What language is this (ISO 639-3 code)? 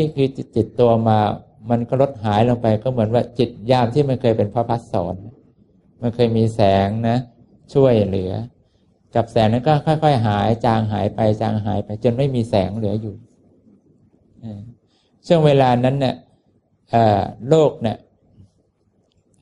tha